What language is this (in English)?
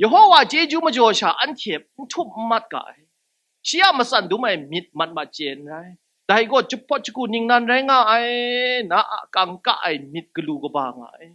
Kachin